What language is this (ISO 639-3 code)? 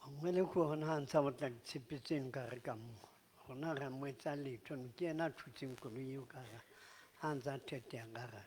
sot